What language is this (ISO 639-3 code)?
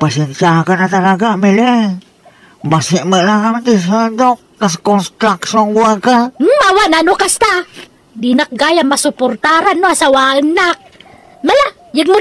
ilo